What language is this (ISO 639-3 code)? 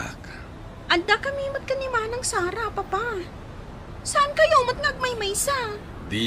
ilo